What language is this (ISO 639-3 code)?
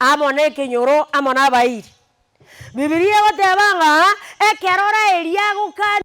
guz